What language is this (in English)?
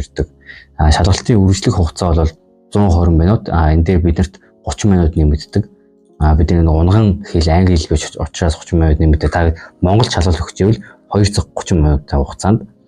Mongolian